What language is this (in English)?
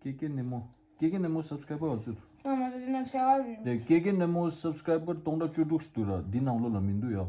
Tibetan